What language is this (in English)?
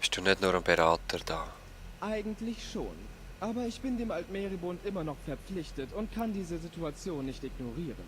Swiss German